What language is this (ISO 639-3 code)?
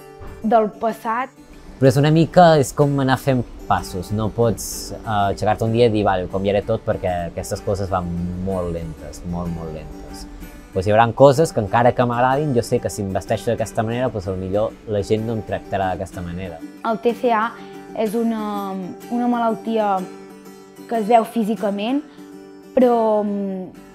cat